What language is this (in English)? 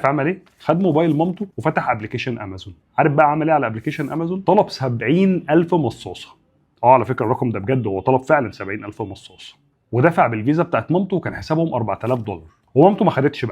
Egyptian Arabic